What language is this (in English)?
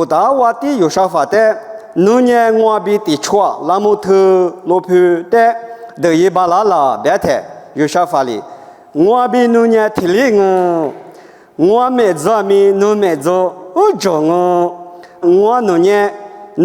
Lisu